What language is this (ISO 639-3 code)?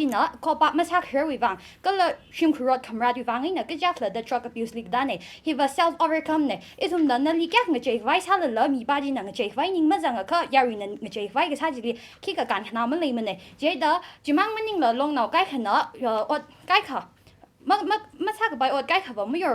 nmf